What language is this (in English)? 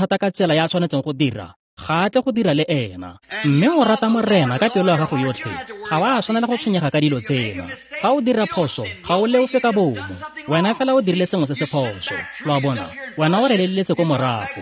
Tswana